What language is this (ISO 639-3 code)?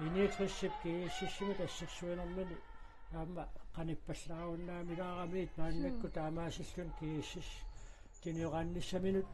kal